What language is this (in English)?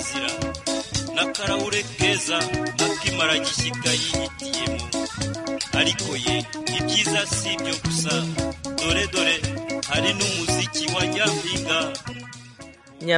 Kinyarwanda